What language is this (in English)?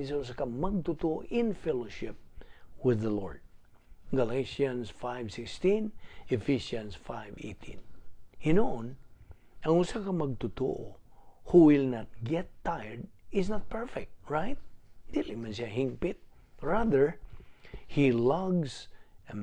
Cebuano